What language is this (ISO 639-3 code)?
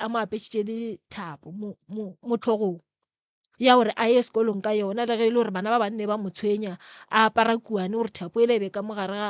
nso